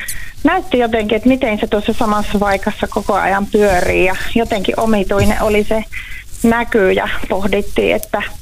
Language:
Finnish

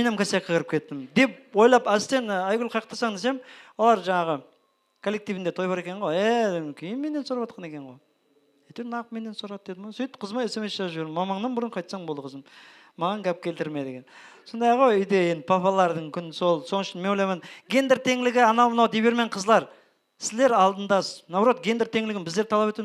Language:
Kara-Kalpak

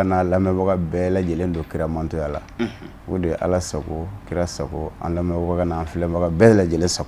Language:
Bambara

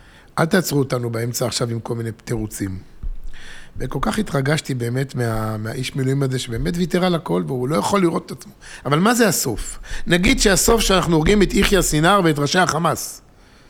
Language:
Hebrew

